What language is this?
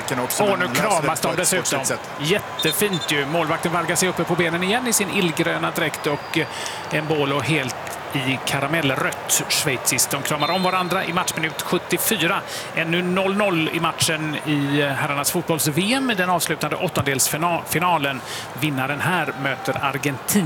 Swedish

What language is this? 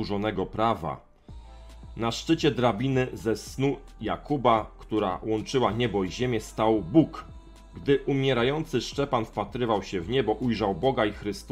Polish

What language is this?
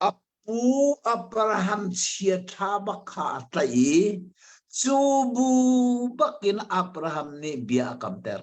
Hakha Chin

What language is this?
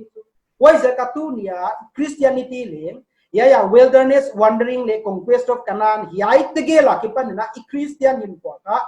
Paite Chin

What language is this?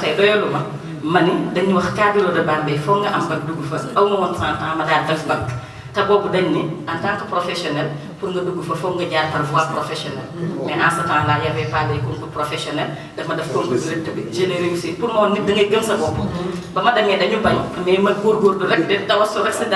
Wolof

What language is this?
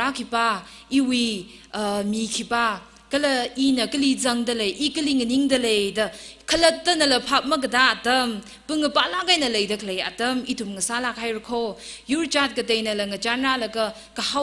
Tangkhul Naga (India)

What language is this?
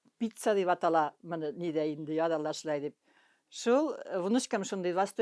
Bashkir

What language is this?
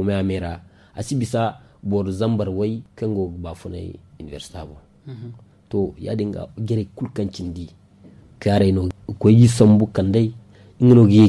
Zarma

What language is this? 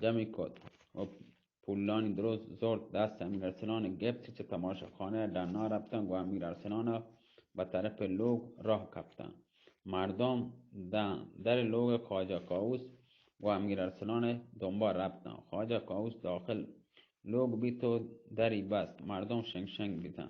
Baluchi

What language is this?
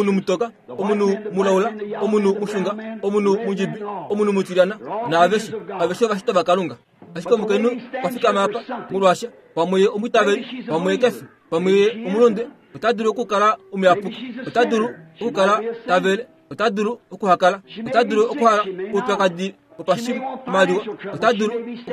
Kuanyama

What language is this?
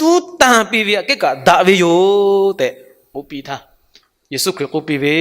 Lahu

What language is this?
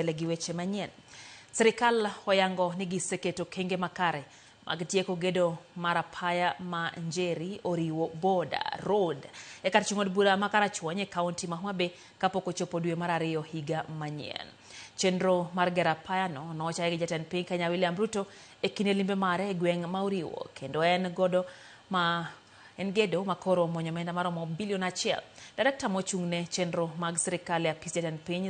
Luo (Kenya and Tanzania)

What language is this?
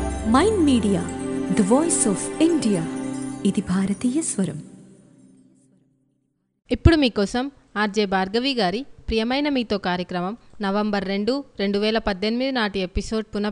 Telugu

